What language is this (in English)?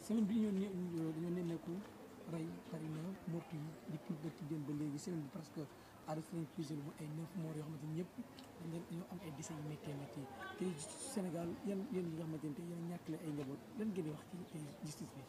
Wolof